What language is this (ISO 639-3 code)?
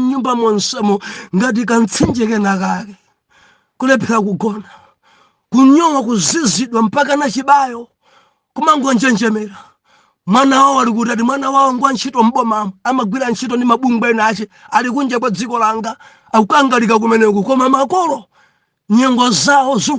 nya